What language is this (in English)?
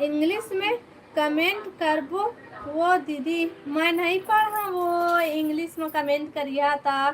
Chhattisgarhi